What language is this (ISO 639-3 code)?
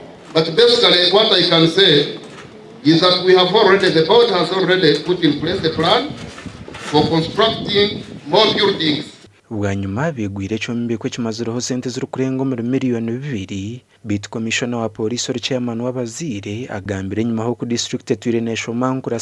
nyn